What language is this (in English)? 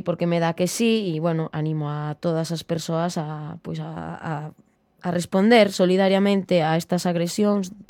Galician